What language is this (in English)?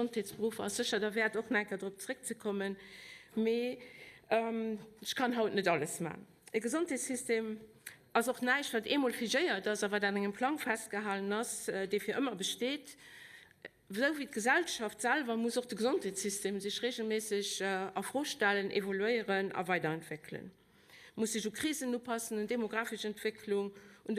Luxembourgish